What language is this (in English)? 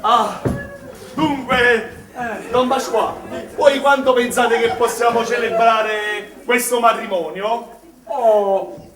Neapolitan